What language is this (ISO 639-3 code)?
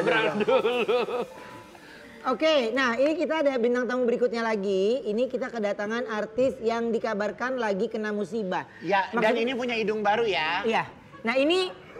ind